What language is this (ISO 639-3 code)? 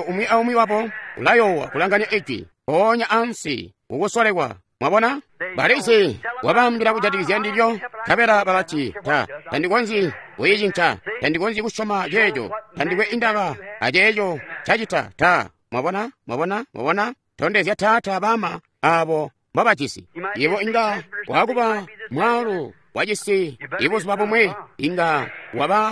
toi